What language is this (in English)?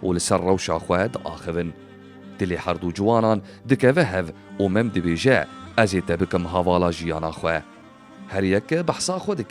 Kurdish